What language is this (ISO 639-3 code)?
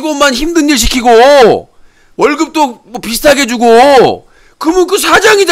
kor